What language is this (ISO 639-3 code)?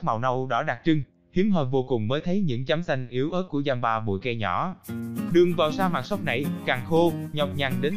vie